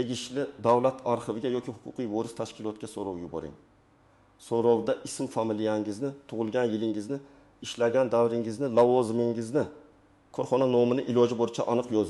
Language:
Uzbek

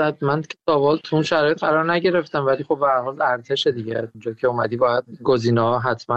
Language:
Persian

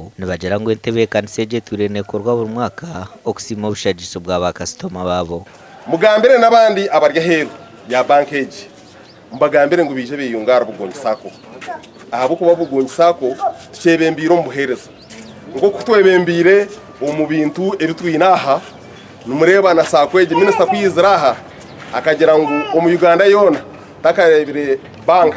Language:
Nyankole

